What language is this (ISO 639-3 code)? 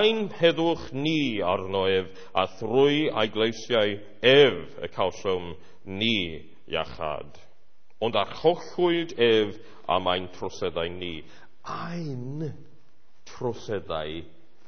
cym